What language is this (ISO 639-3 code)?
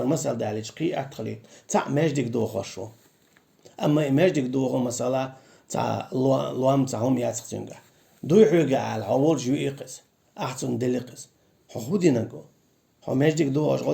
che